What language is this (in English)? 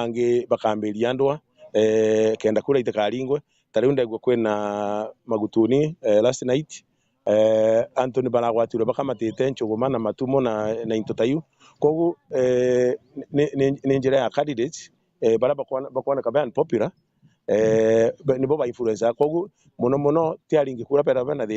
Meru